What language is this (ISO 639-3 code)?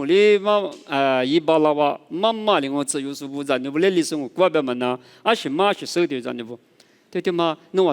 lis